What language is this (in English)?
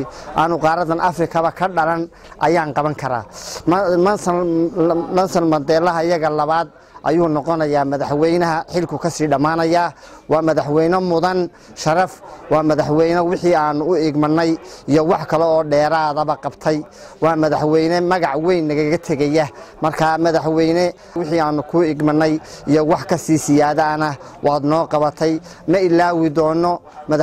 Somali